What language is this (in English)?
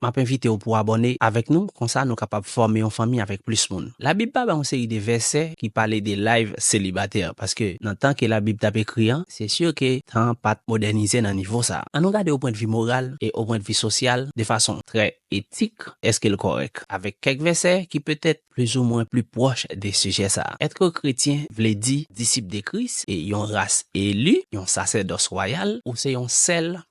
Haitian Creole